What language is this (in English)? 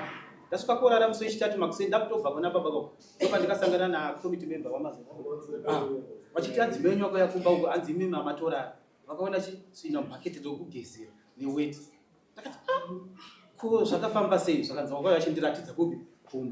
Shona